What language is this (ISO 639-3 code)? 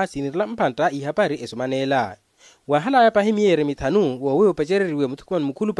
vmw